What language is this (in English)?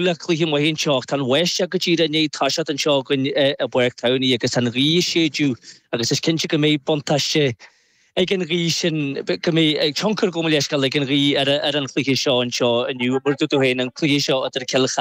Irish